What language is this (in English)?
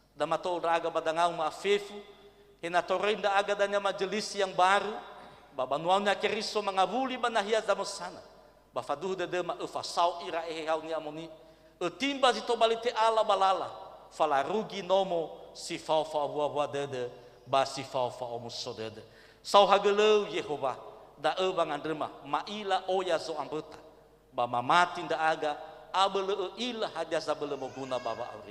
Nias